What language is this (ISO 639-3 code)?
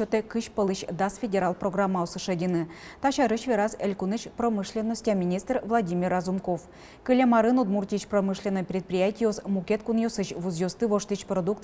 udm